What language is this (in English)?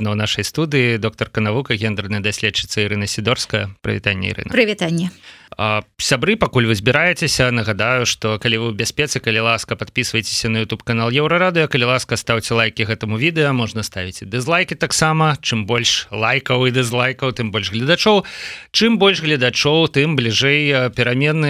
Belarusian